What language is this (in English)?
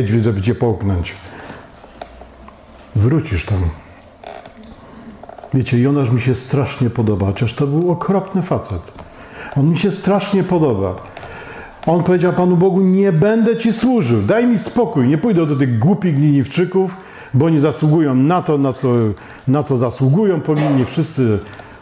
Polish